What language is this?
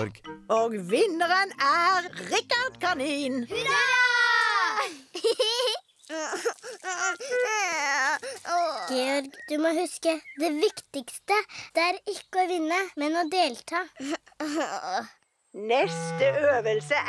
Norwegian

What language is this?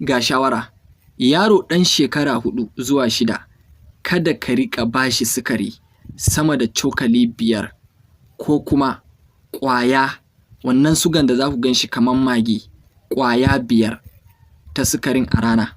Hausa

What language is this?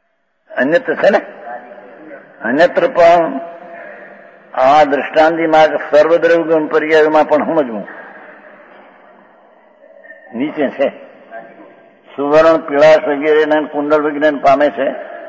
Gujarati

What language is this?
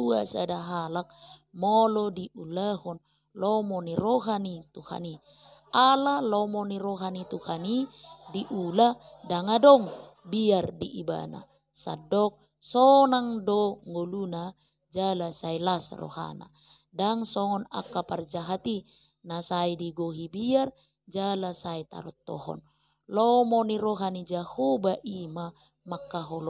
Batak Toba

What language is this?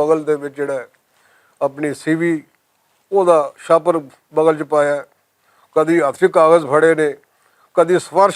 Western Panjabi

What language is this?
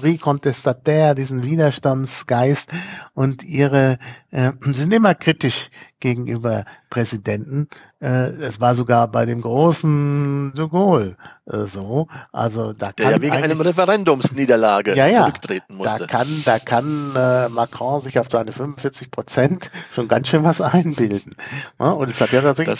German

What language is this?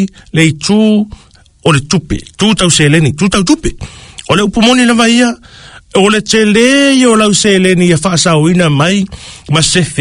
Samoan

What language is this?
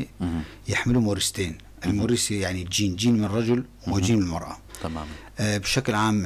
North Levantine Arabic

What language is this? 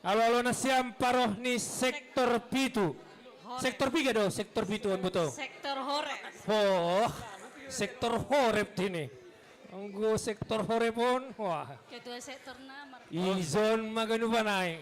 Batak Simalungun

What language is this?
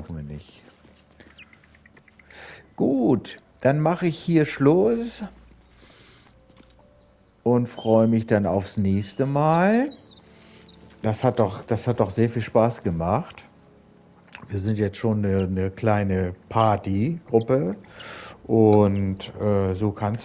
German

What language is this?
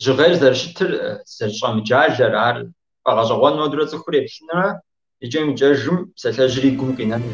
Kabardian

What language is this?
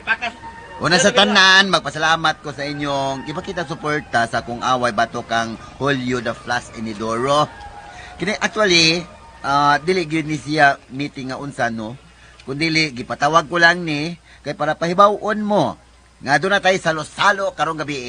Cebuano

